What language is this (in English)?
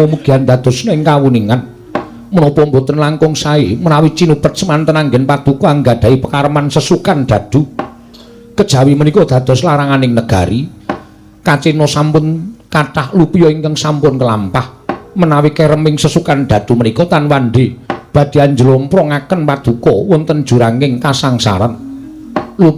Javanese